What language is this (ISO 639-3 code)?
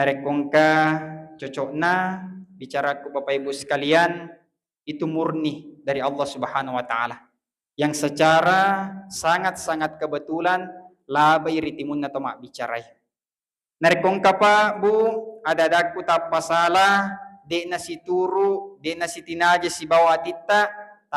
bug